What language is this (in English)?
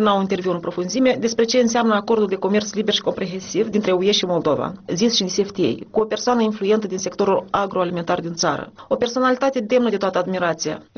Romanian